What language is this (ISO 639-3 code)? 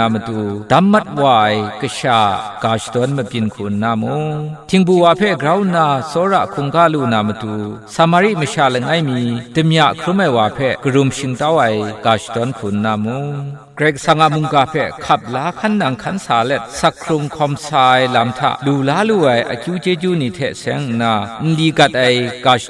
kac